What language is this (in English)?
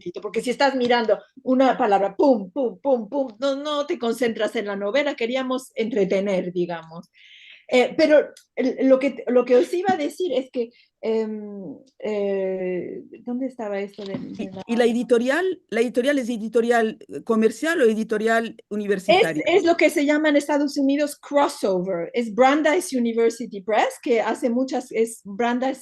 Ladino